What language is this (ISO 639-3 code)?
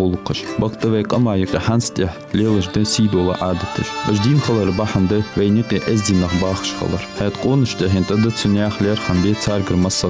inh